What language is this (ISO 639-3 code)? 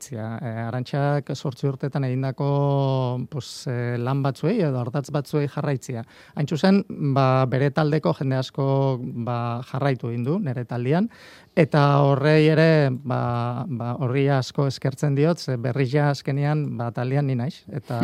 eus